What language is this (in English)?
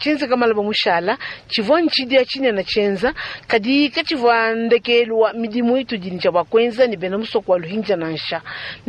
Luba-Lulua